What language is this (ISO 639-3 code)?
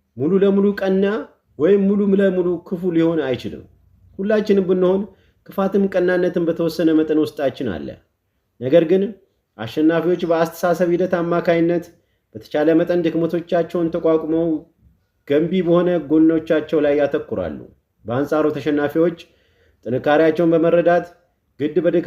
amh